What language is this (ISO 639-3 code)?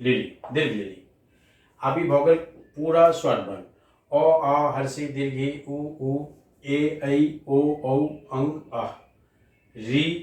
mai